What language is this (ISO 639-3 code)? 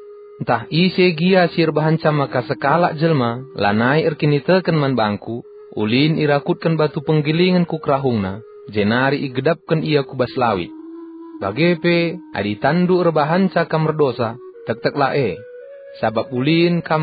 btx